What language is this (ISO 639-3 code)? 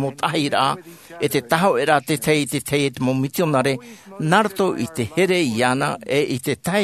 tah